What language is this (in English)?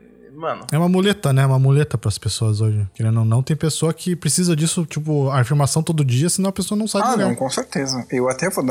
Portuguese